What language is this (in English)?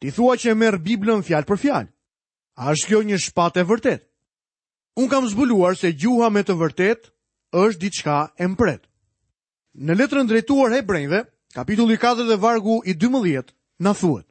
Albanian